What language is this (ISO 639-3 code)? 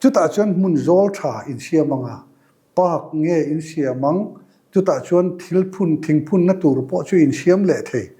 lus